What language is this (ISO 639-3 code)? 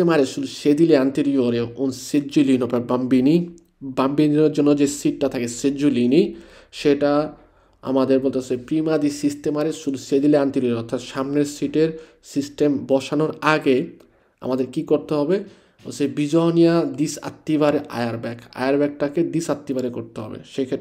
ben